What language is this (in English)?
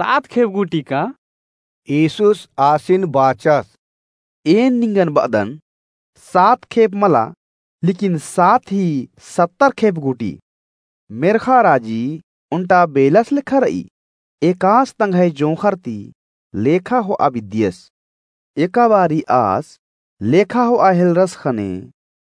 Kurukh